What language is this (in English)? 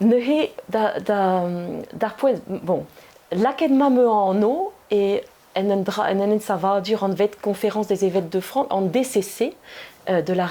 Breton